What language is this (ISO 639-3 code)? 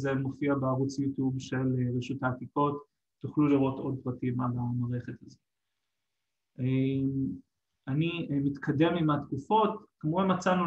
heb